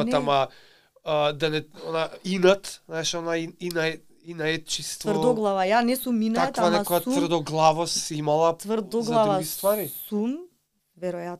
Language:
Macedonian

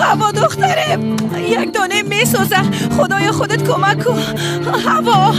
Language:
Persian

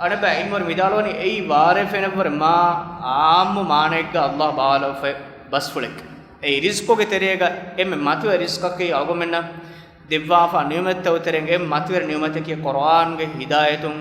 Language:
Divehi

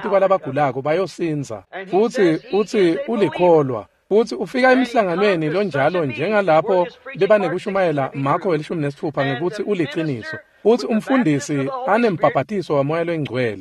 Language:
Swati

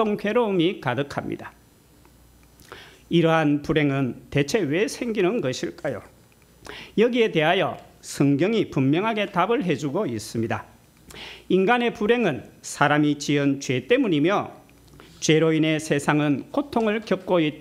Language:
Korean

